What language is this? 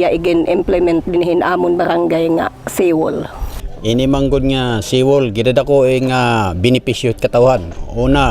Waray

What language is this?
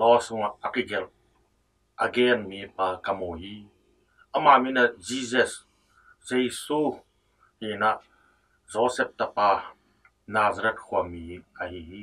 Tedim Chin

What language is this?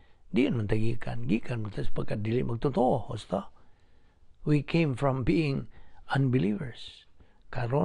Cebuano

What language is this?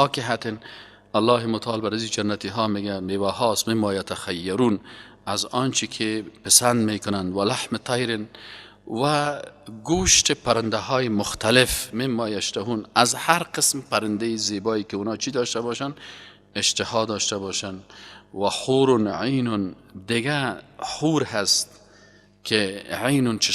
Persian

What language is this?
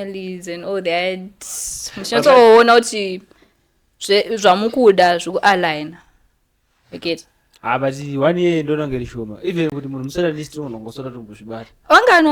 Shona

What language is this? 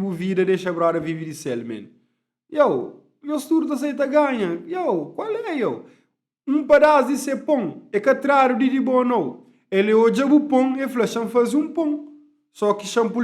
Kabuverdianu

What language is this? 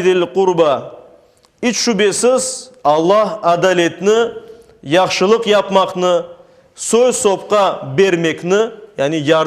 Crimean Tatar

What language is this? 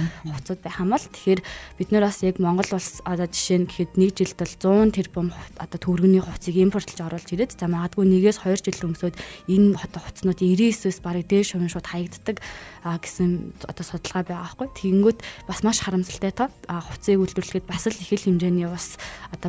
Mongolian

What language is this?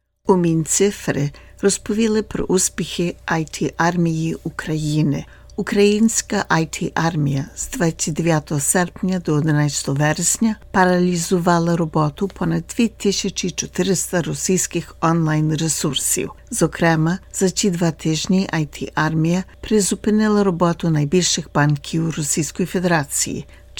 Ukrainian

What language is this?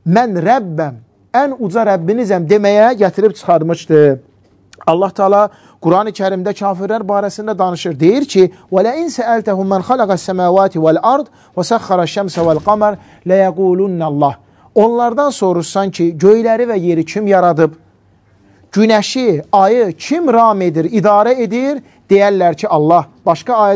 Azerbaijani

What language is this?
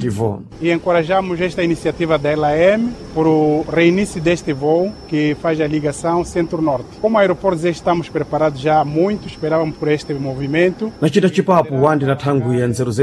Sena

